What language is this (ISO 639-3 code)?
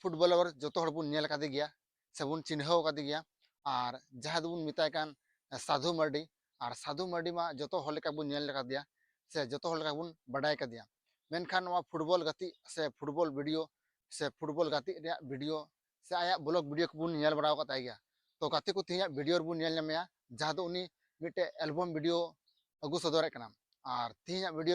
sat